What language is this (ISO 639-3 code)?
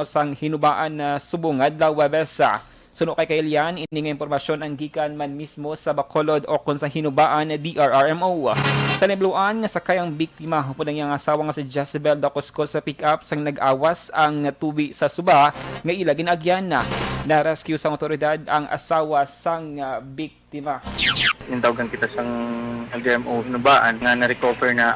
hil